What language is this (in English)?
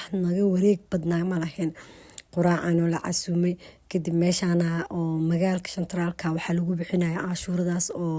Somali